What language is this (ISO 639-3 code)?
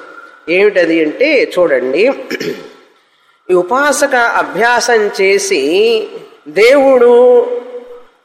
tel